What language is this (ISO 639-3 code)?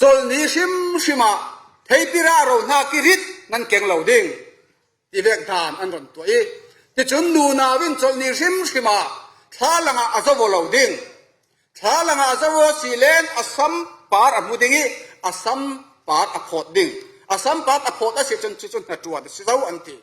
cfm